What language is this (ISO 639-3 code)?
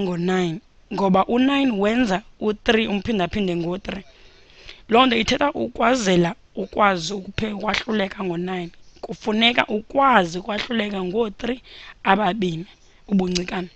xho